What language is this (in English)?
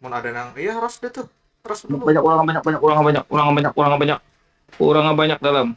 Banjar